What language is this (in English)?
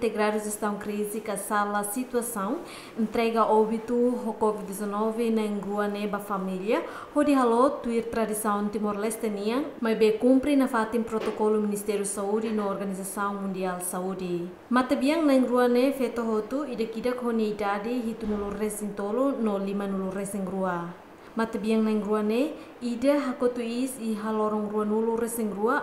Tetum